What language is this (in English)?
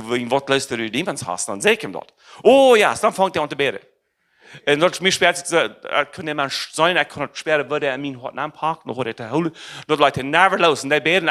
Plautdietsch